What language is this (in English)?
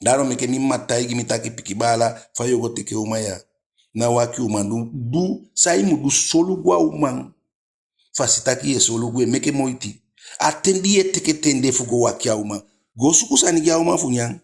Eastern Maroon Creole